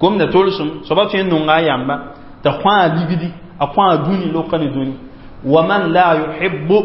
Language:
Mossi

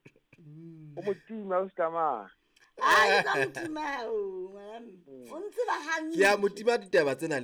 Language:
Southern Sotho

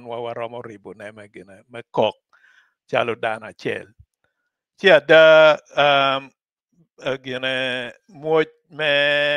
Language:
Acoli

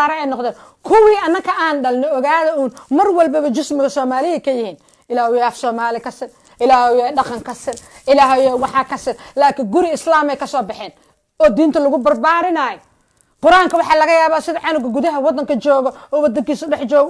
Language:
Somali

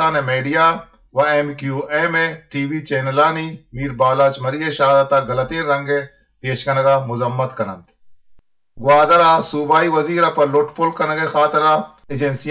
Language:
Eastern Balochi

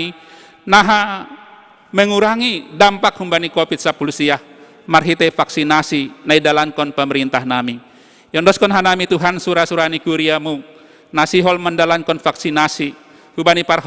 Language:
Batak Simalungun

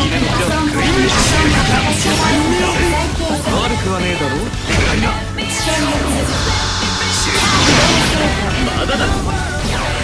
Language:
Japanese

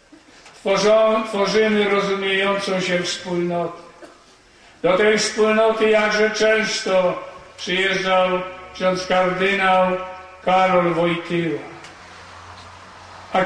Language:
Polish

